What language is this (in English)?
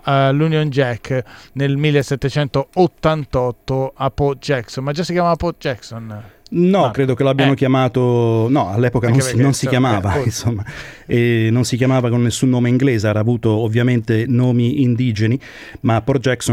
Italian